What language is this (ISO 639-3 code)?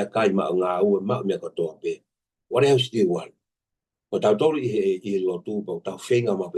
ton